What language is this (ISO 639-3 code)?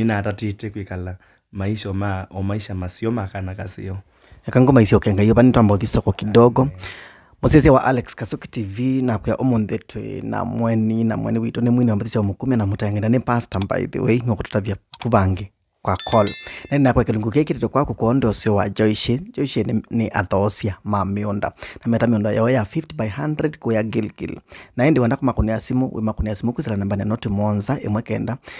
kam